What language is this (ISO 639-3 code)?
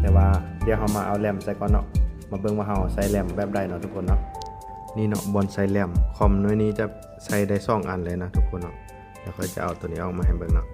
lao